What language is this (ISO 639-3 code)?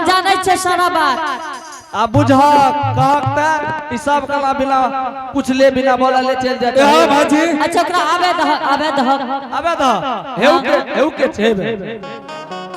anp